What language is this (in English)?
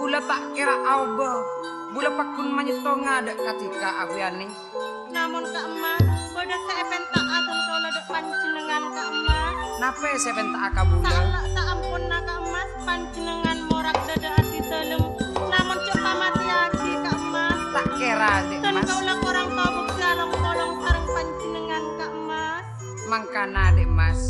Madurese